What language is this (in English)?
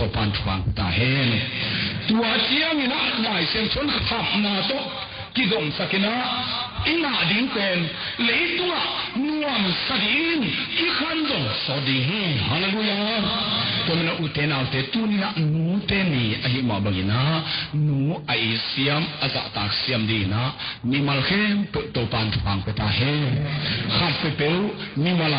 Tedim Chin